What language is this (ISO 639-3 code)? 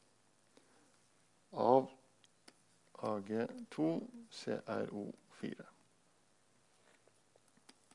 nor